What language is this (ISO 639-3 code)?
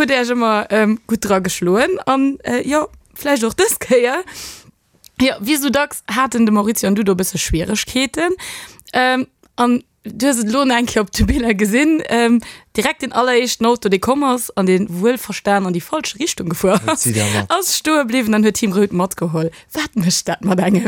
ltz